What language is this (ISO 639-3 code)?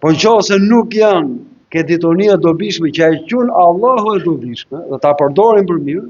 sqi